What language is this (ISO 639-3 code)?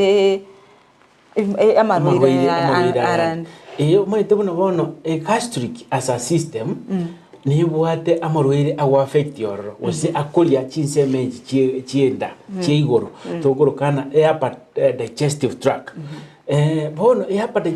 guz